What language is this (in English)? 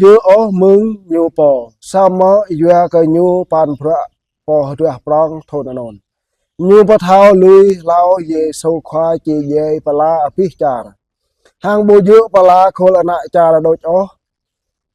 Jarai